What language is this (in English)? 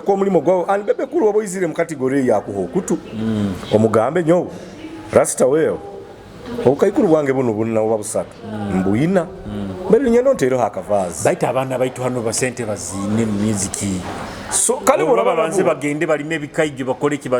Nyoro